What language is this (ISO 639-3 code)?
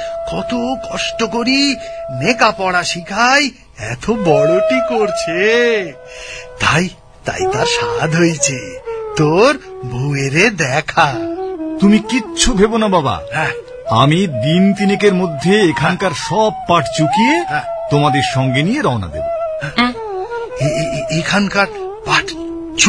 ben